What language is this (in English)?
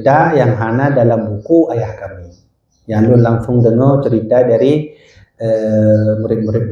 Achinese